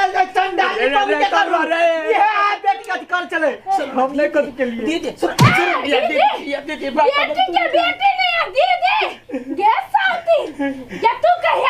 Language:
Maithili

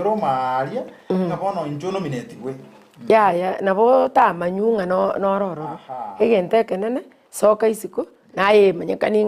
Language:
Gusii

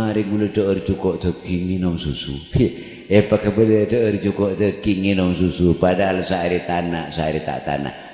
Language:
Madurese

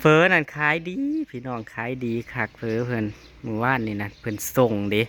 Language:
Northeastern Thai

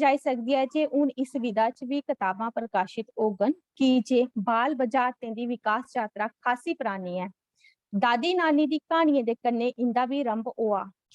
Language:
Dogri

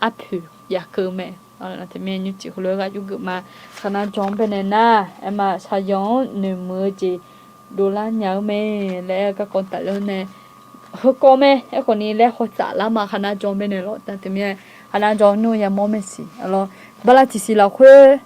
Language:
Akha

